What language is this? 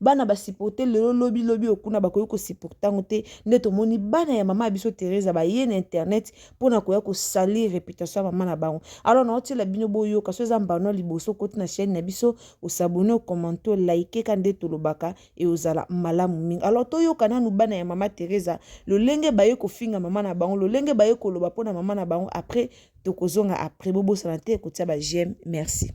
Lingala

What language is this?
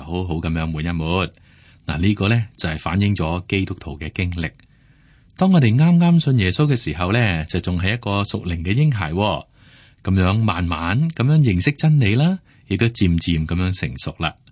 Cantonese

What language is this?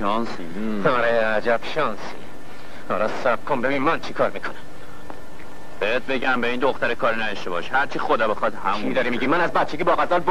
Persian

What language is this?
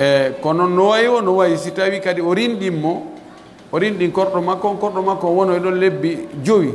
Pular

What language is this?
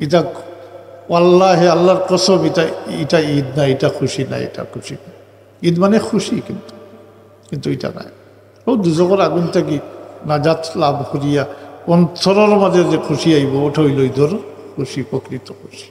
Sylheti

